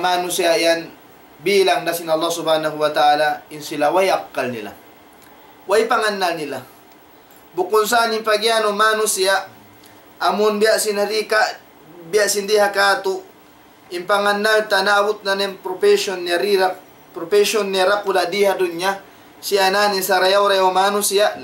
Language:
Tausug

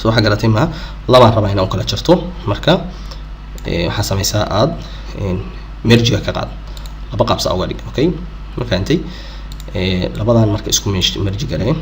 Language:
Somali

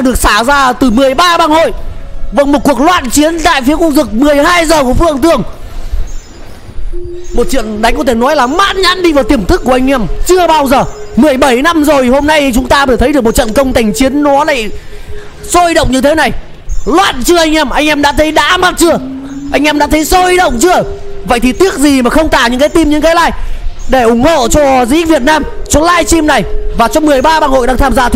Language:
Vietnamese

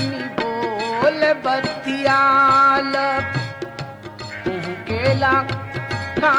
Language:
Bhojpuri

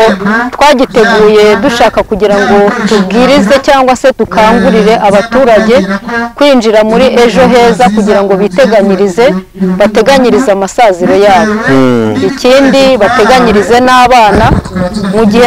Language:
Kinyarwanda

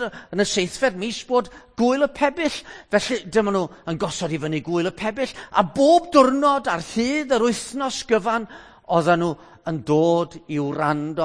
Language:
Welsh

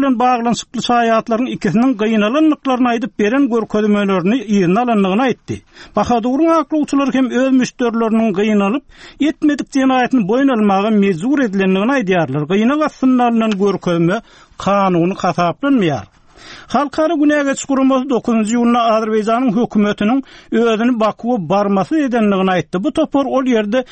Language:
Turkmen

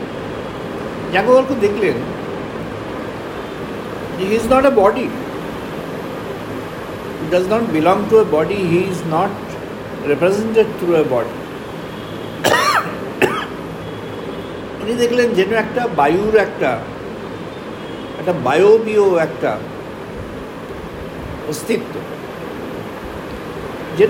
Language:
Bangla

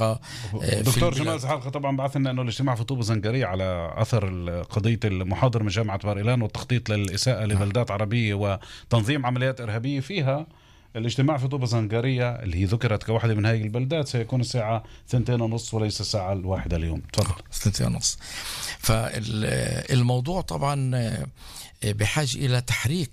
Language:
North Levantine Arabic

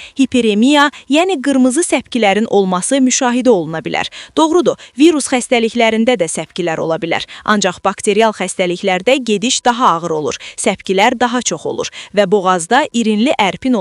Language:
Azerbaijani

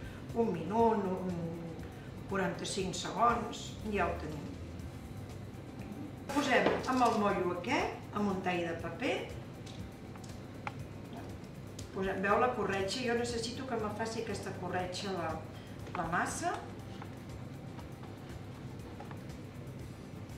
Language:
Catalan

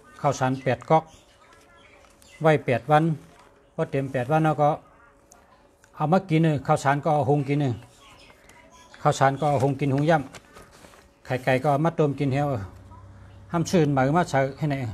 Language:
Shan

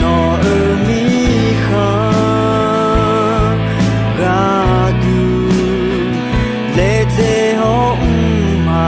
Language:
Akha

